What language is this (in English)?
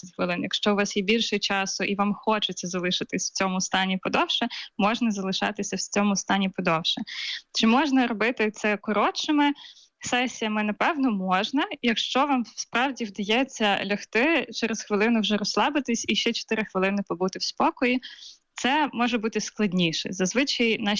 Ukrainian